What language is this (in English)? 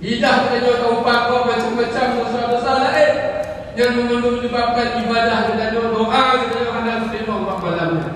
Achinese